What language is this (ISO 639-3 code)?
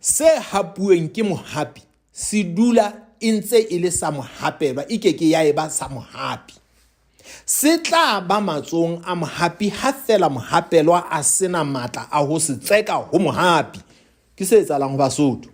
sot